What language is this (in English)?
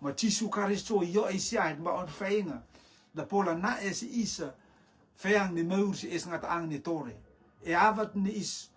Rotuman